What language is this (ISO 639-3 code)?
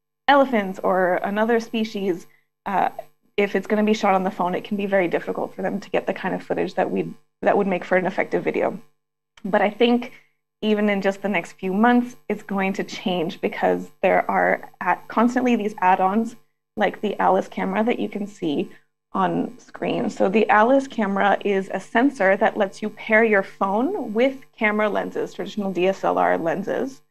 eng